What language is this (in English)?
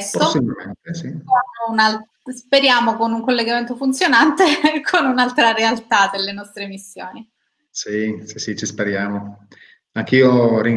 Italian